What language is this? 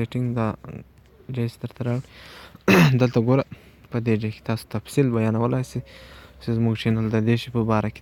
Pashto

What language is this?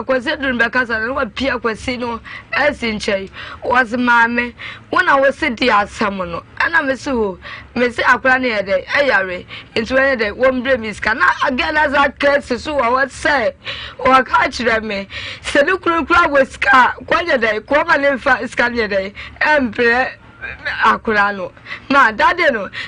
Akan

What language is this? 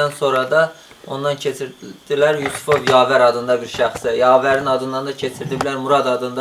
Azerbaijani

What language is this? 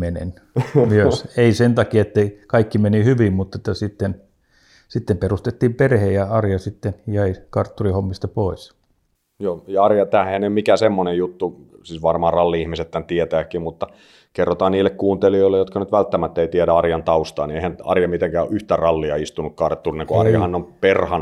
Finnish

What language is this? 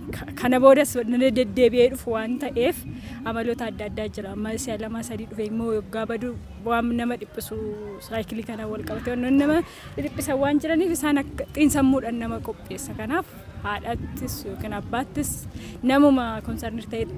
Oromo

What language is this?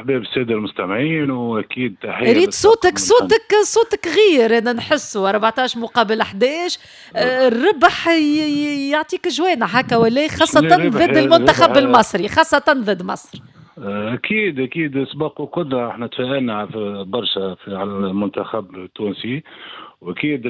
Tunisian Arabic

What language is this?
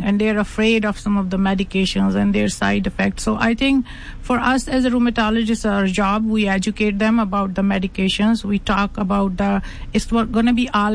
English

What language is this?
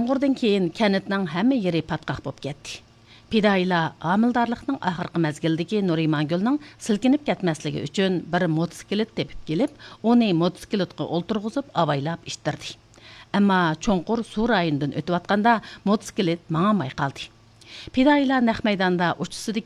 Uyghur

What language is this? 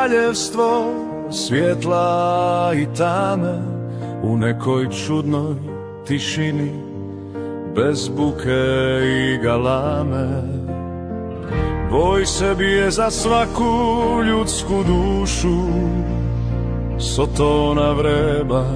Croatian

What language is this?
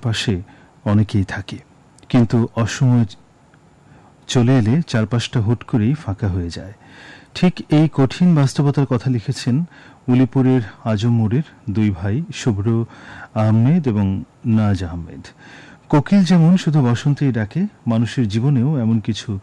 Bangla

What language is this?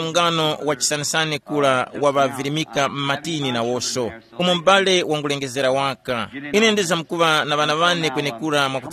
Tumbuka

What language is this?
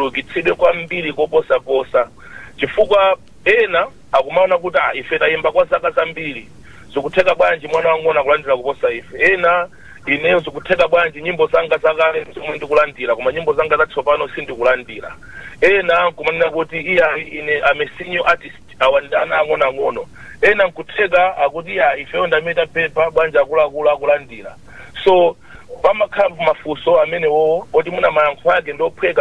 Nyanja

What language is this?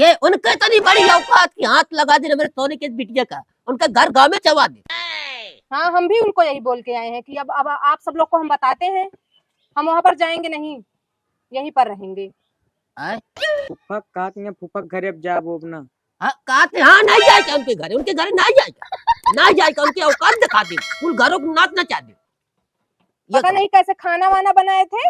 Awadhi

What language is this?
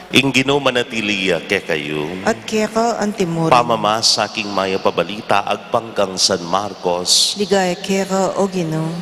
Pampanga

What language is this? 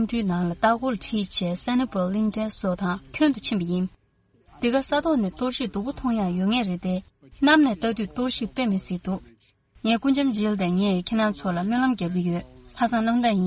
Tibetan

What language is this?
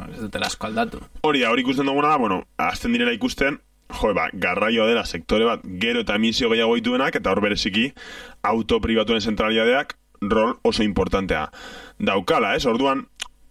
Basque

